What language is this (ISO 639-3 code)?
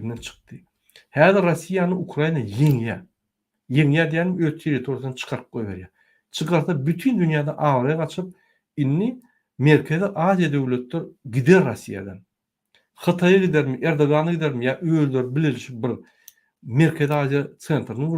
tuk